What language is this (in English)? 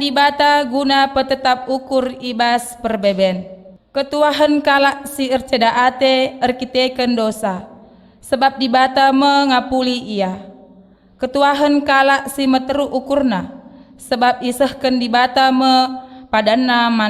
Batak Karo